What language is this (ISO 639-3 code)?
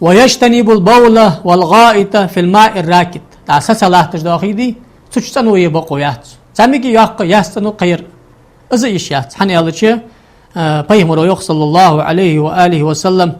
inh